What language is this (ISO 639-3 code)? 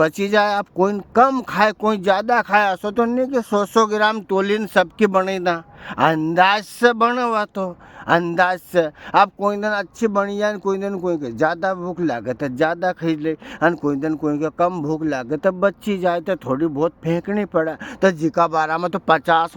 raj